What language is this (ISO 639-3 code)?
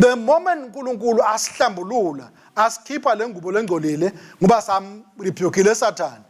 ssw